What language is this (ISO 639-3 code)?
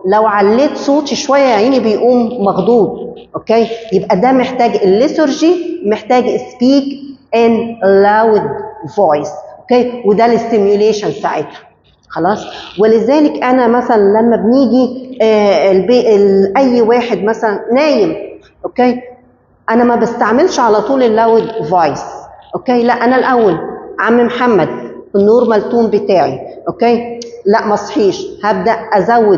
arz